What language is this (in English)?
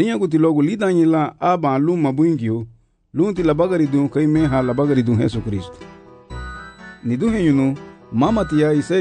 Garifuna